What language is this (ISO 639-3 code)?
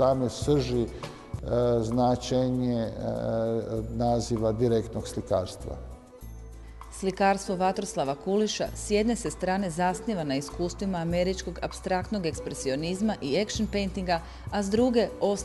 hrv